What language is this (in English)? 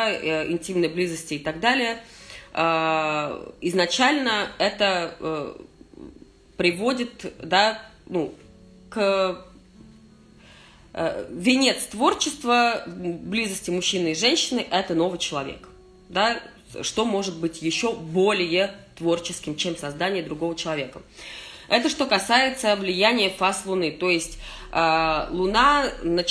Russian